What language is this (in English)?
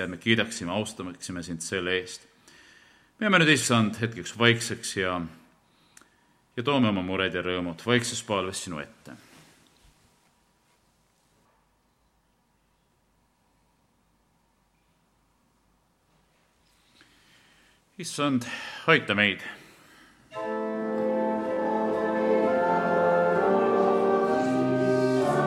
Estonian